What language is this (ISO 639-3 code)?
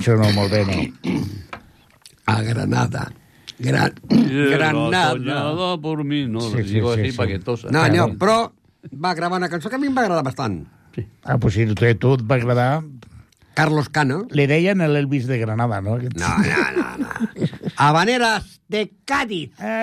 cat